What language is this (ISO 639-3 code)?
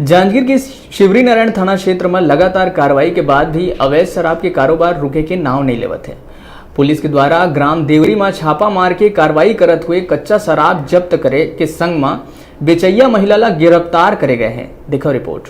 hne